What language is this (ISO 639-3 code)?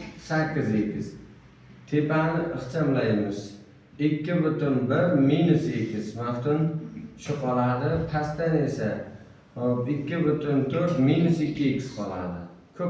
uzb